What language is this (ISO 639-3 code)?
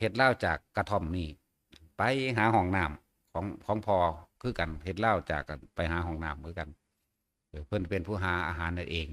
tts